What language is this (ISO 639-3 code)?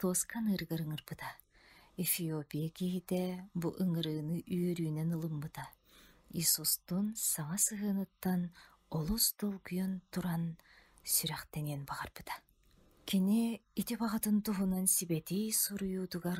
sah